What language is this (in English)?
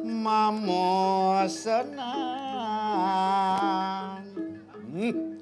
Balinese